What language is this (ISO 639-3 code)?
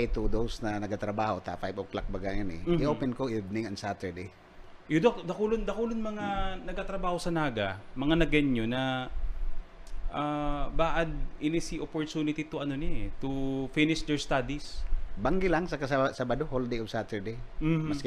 bik